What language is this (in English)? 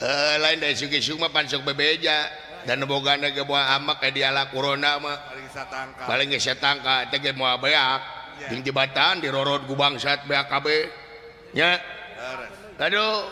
Sundanese